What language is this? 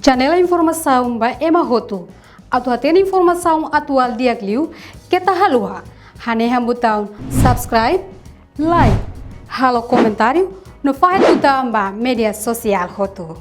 Tetum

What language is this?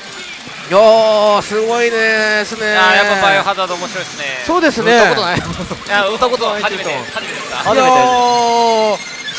Japanese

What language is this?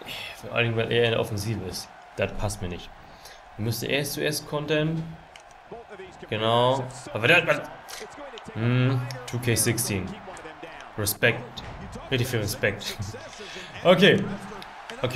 German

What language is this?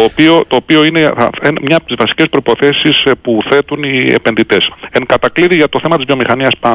Greek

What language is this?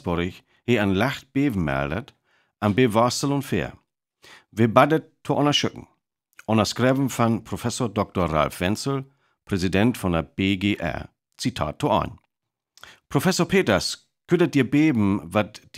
Northern Frisian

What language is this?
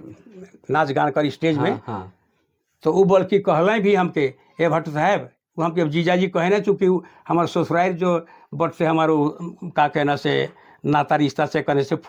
Sadri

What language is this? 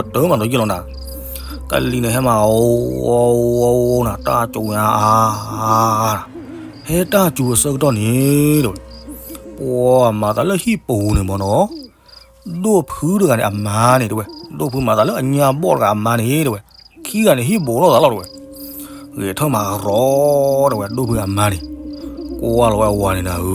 S'gaw Karen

